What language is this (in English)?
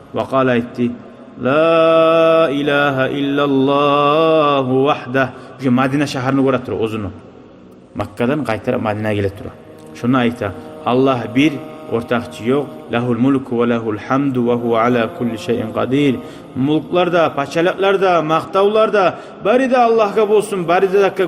Kumyk